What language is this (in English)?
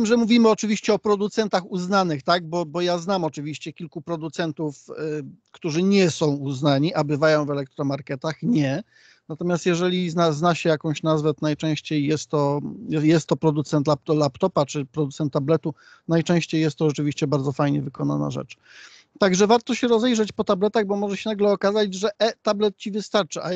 Polish